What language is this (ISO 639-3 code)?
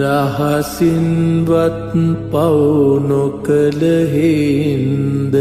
sin